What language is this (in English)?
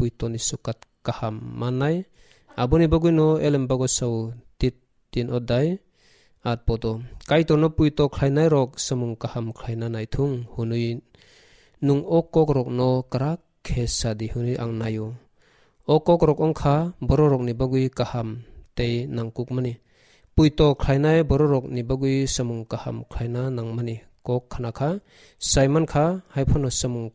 Kok Borok